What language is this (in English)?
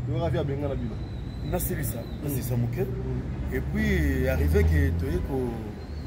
Lingala